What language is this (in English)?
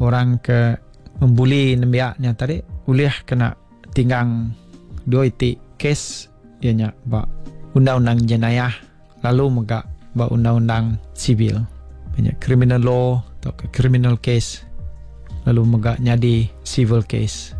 Iban